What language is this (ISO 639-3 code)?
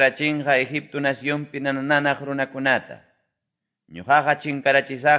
que